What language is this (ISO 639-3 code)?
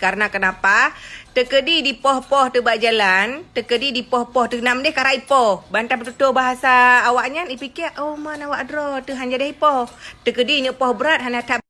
ace